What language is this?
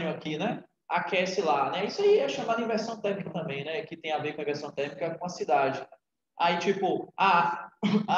Portuguese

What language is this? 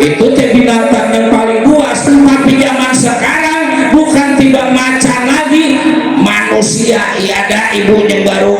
Betawi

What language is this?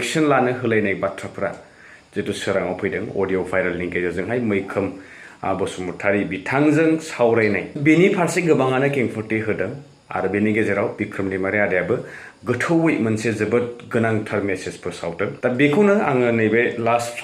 Bodo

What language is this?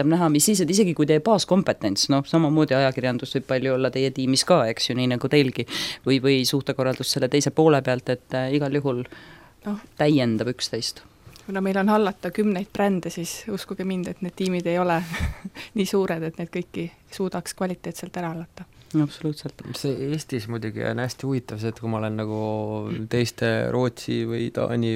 Estonian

